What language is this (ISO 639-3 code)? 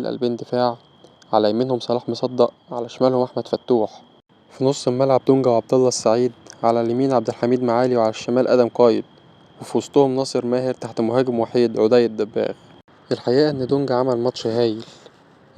arz